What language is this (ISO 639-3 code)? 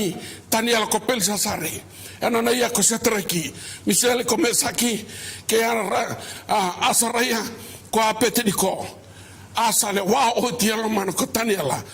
fij